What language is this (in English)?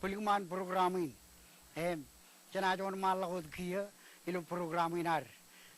Marshallese